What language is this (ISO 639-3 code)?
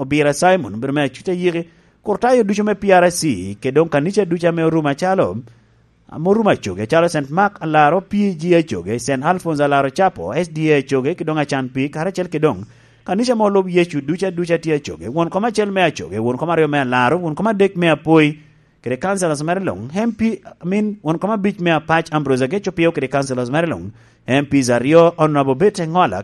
laj